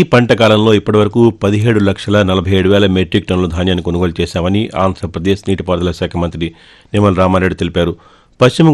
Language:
Telugu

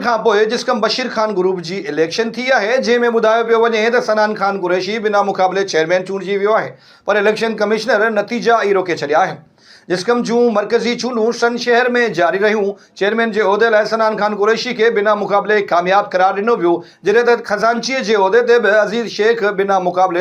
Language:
Sindhi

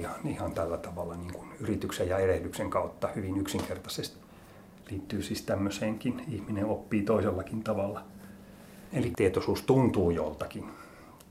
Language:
Finnish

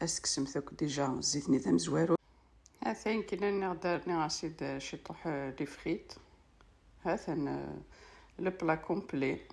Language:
Kabyle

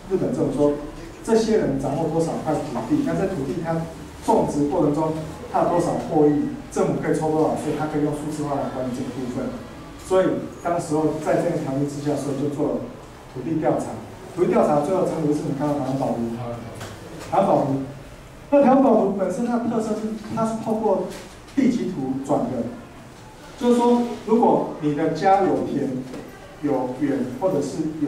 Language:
Chinese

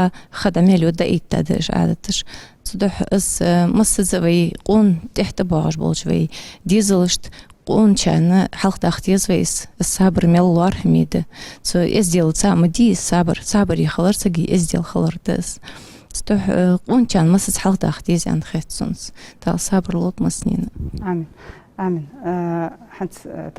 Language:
Ingush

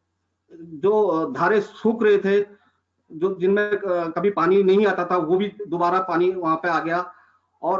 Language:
Hindi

